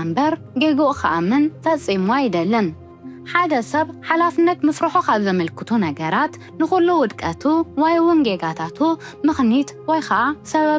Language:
Tigrinya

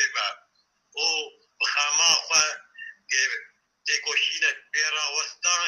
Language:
Kurdish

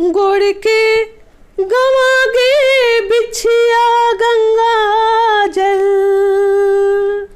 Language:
Chhattisgarhi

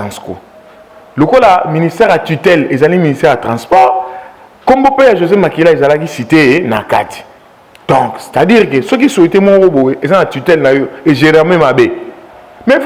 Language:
Lingala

